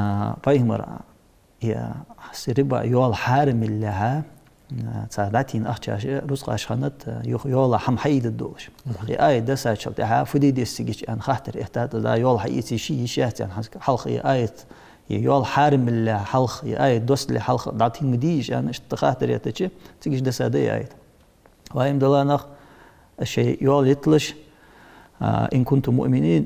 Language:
Ingush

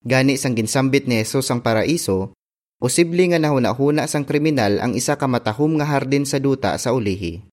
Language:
Hiligaynon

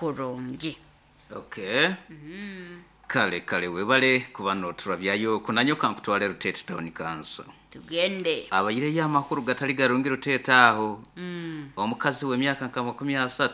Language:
Nyoro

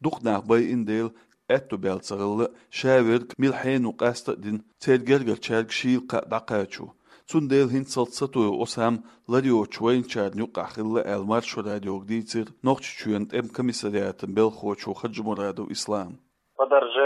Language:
Chechen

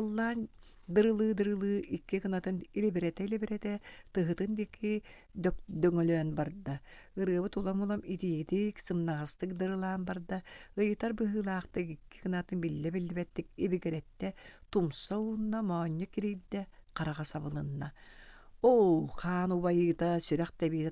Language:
Yakut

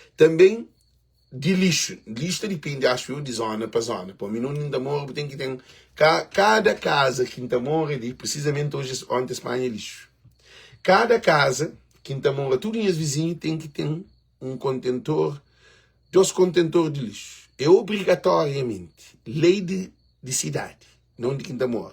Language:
Kabuverdianu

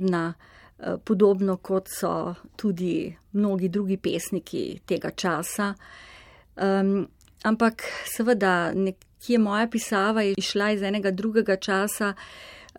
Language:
Slovenian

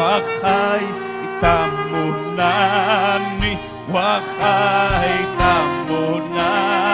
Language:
Ayacucho Quechua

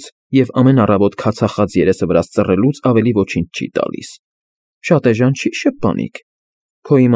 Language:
Armenian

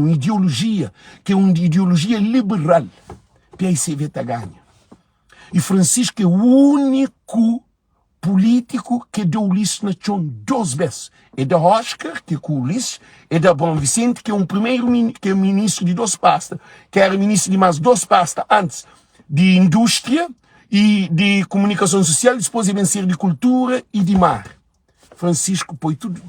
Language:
Kabuverdianu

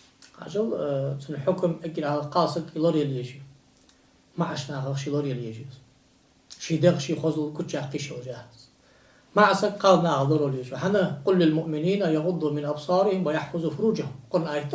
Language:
Ingush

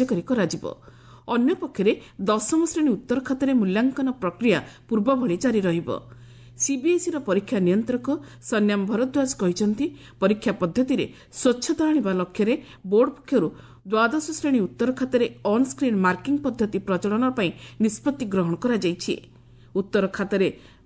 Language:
Odia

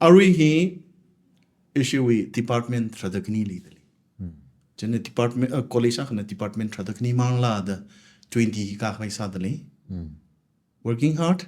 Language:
Tangkhul Naga (India)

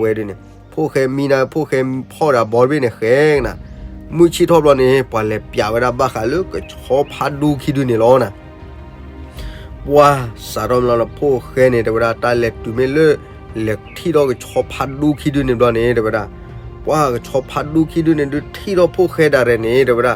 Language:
S'gaw Karen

